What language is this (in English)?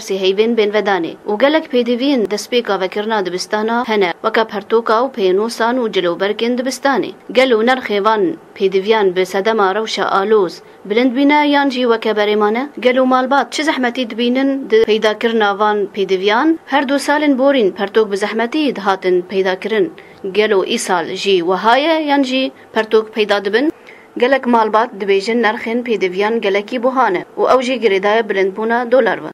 Kurdish